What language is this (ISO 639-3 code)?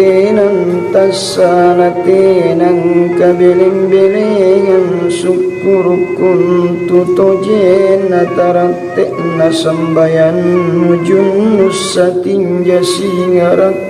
mak